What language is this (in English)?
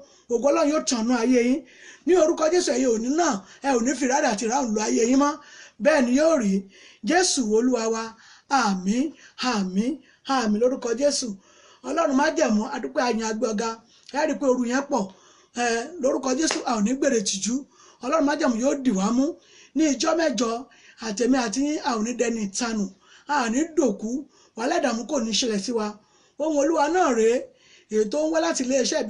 Yoruba